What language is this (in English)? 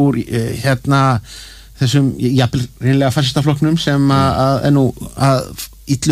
Icelandic